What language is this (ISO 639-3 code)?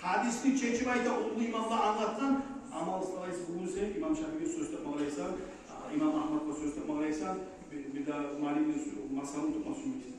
kum